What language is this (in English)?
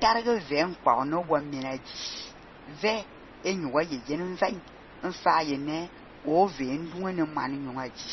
Fang